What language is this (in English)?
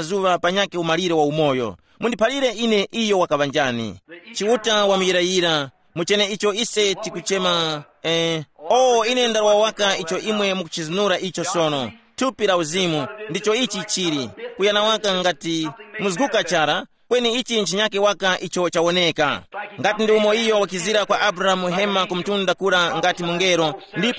Tumbuka